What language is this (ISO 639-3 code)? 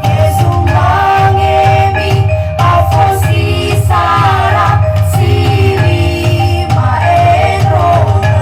nia